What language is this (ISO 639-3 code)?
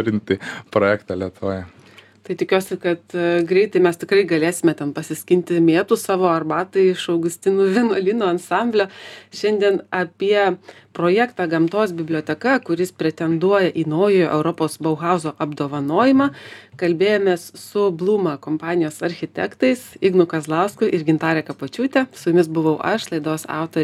lit